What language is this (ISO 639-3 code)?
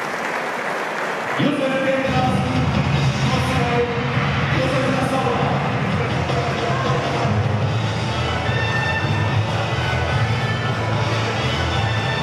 pol